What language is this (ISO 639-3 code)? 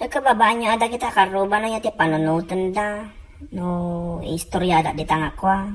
ilo